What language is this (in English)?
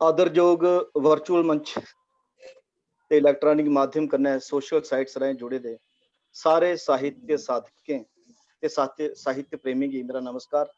Dogri